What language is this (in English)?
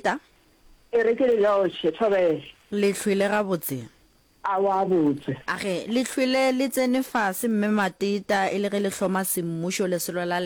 Northern Sotho